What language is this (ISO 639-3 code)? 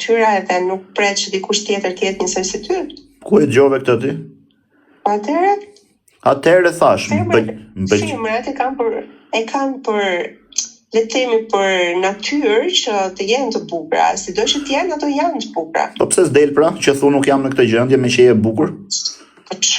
sqi